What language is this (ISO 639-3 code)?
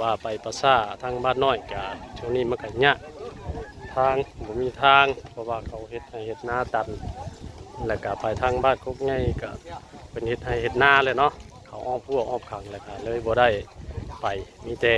tts